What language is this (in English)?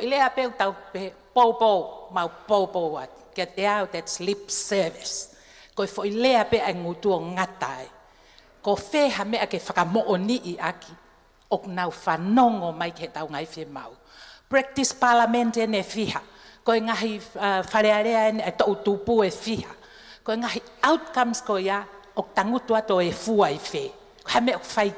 Tongan